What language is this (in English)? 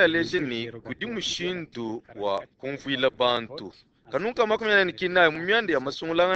Luba-Lulua